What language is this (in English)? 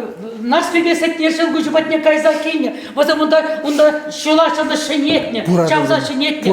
Chuvash